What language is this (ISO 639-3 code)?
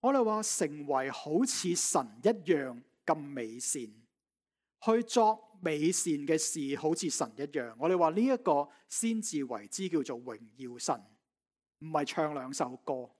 yue